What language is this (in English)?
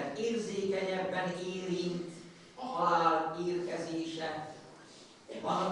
Hungarian